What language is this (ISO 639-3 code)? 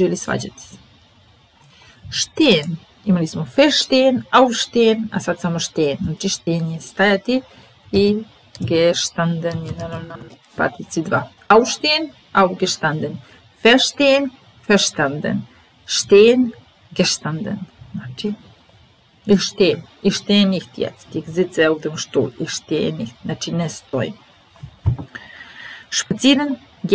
srp